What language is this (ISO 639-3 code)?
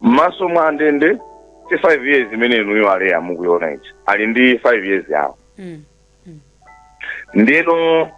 nya